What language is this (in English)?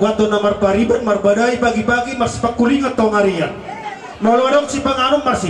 Batak Toba